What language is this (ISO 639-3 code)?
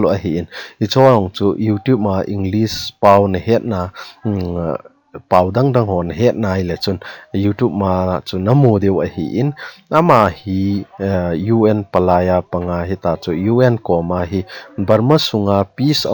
tcz